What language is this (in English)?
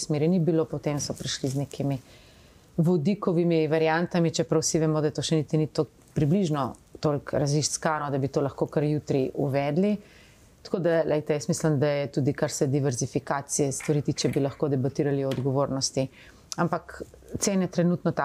Slovenian